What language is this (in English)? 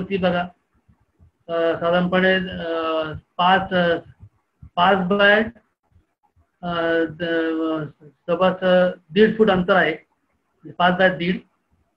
Marathi